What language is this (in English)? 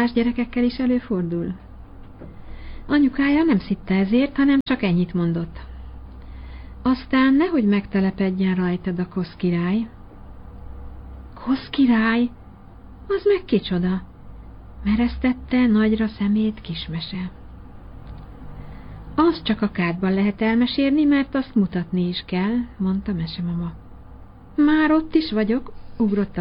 Hungarian